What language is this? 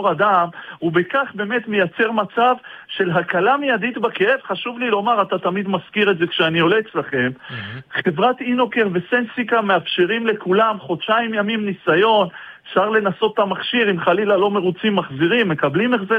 Hebrew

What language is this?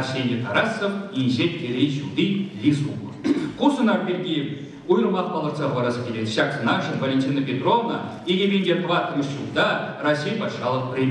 Chuvash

